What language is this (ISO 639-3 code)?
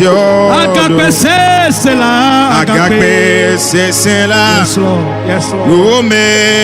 ewe